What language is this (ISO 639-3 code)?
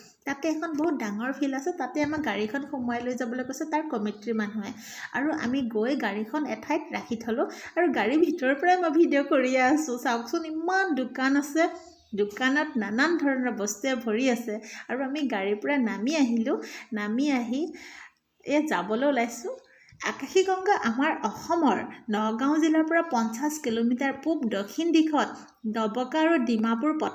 asm